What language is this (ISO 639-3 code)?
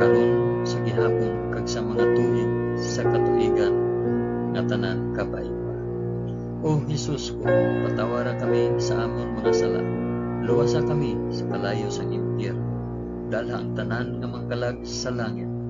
hil